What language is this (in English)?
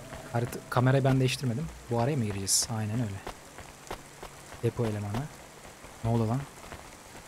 Turkish